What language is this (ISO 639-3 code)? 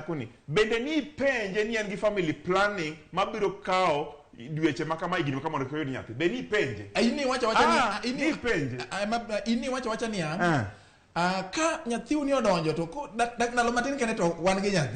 luo